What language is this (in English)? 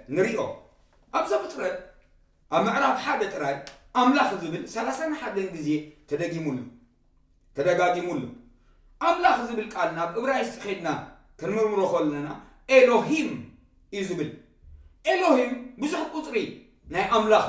Tigrinya